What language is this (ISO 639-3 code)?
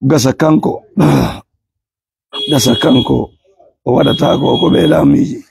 ful